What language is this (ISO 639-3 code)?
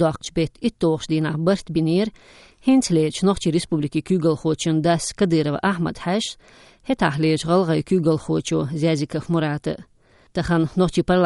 che